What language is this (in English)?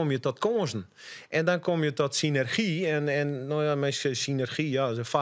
Western Frisian